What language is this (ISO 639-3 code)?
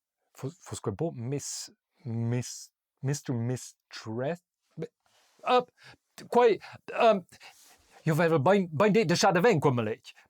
roh